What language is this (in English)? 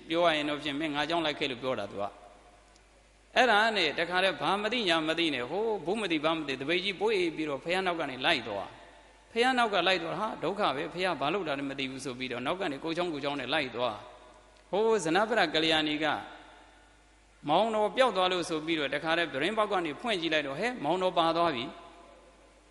Burmese